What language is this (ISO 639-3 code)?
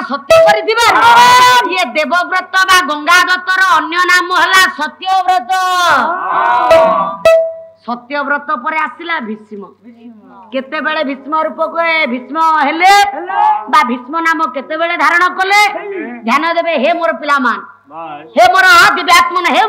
ori